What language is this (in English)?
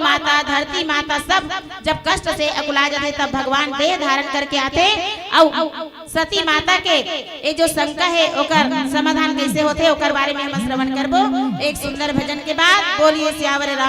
Chhattisgarhi